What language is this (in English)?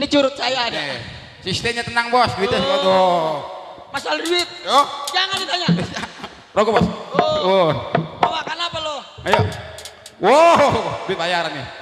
Betawi